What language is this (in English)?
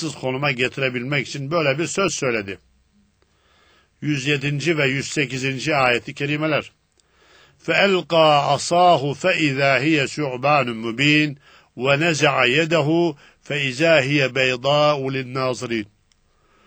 Turkish